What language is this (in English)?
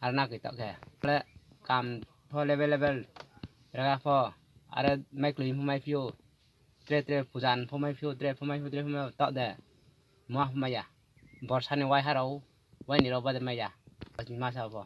Kok Borok